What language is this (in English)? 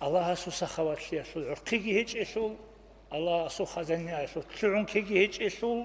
Avaric